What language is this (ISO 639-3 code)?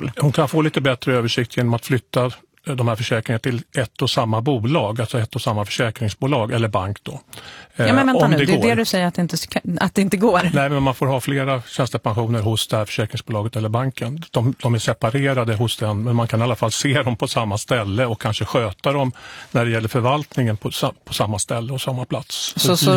swe